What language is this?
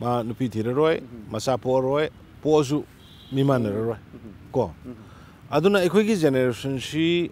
Manipuri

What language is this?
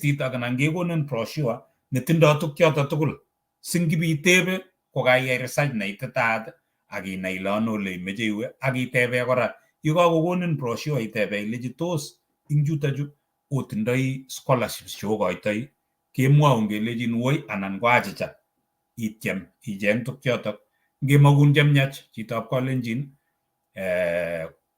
Kalenjin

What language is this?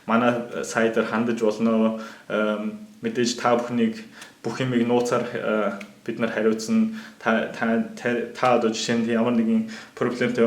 Mongolian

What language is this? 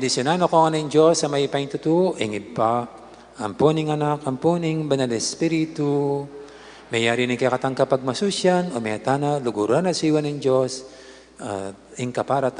Pampanga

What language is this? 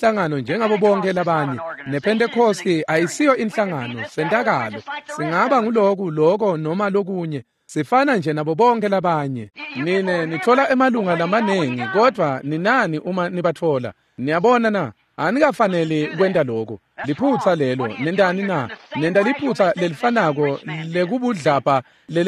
Swati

